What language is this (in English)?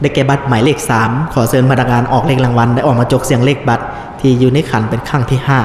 Lao